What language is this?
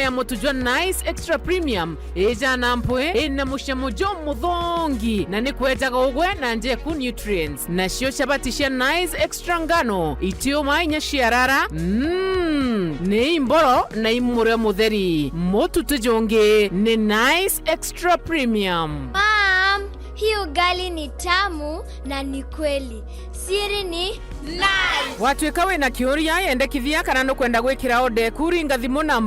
Meru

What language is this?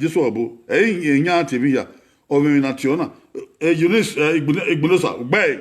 Bini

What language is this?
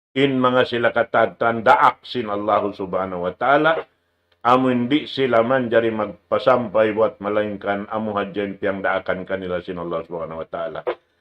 Tausug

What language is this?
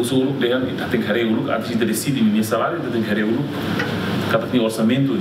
Tetum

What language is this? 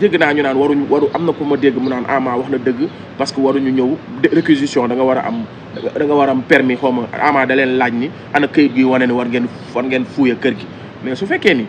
Wolof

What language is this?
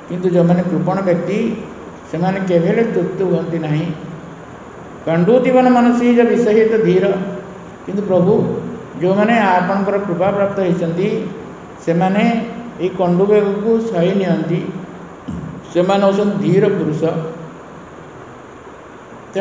Odia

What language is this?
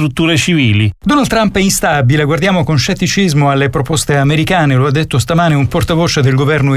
Italian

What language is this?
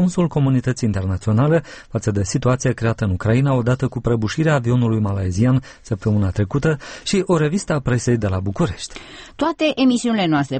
Romanian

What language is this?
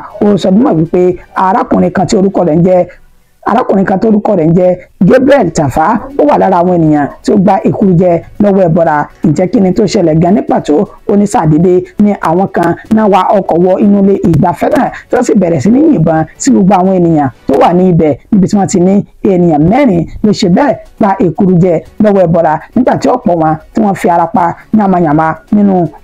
Yoruba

